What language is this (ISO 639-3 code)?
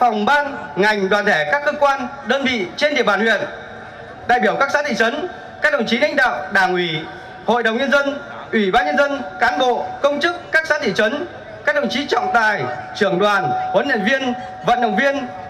vie